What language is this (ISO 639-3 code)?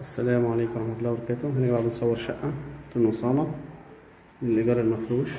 arz